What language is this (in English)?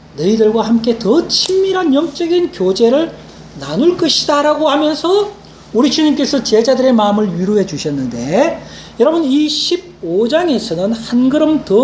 Korean